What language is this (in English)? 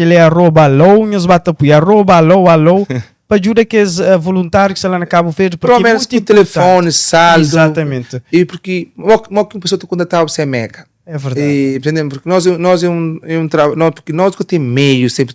Kabuverdianu